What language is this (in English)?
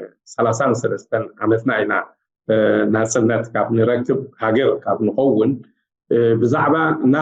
Tigrinya